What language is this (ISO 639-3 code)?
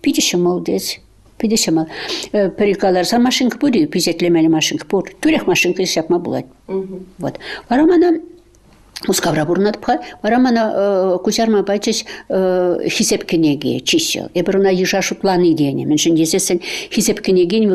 chv